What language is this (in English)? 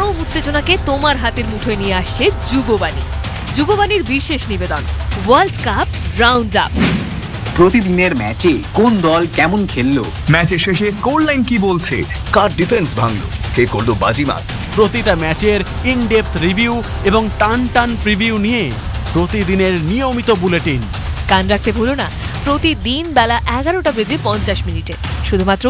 Bangla